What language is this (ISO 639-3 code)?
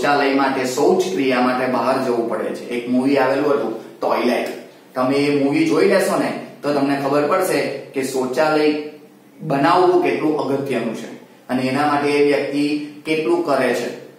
guj